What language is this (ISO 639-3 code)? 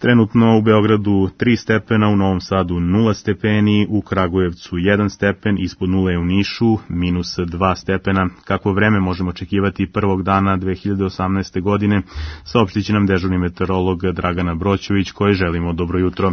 srp